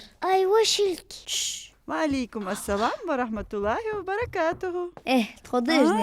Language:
Ingush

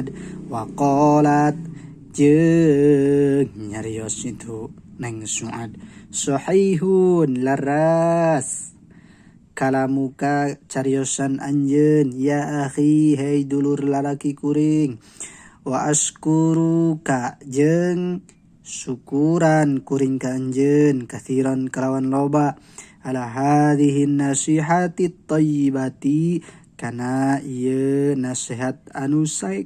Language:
Sundanese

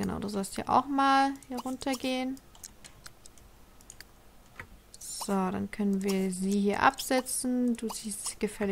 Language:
German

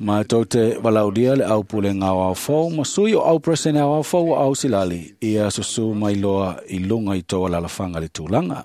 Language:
Samoan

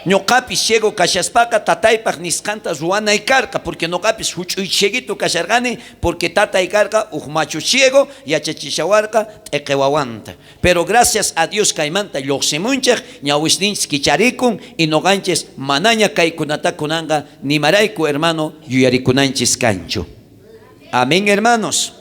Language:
South Bolivian Quechua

